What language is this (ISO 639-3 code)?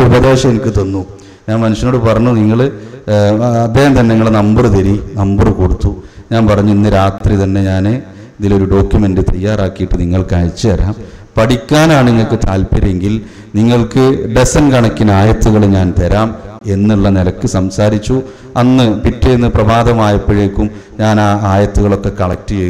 mal